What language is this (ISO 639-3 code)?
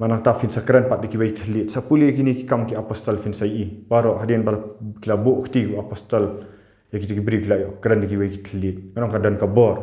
kha